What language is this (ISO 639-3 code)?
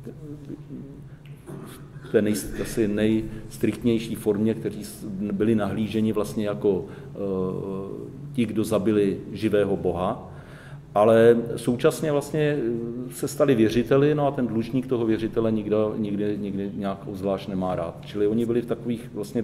ces